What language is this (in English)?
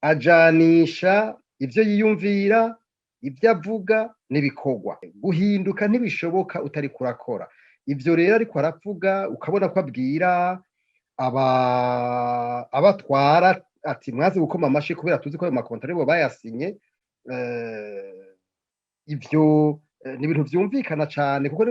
Rundi